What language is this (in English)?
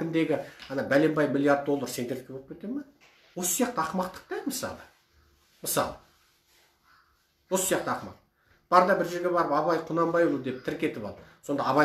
Kazakh